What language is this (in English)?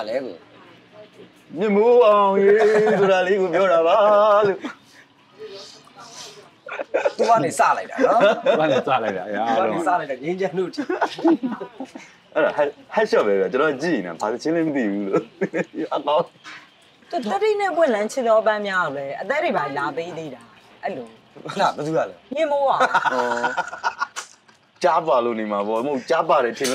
Burmese